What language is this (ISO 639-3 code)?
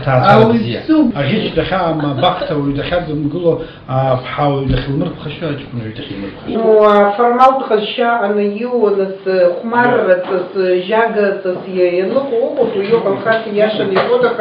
abk